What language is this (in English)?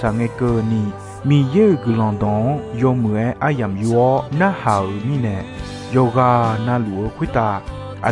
Akha